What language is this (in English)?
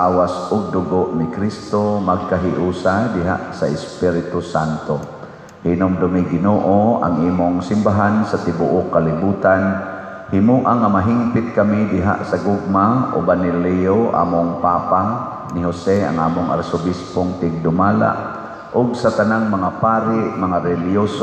Cebuano